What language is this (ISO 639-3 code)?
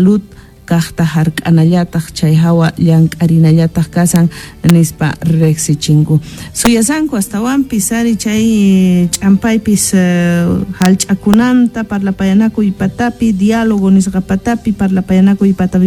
que